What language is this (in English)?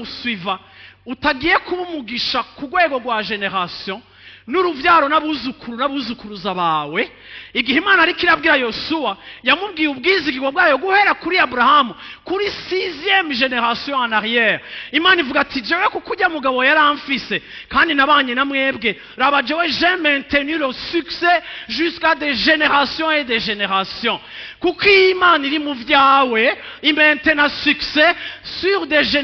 Rundi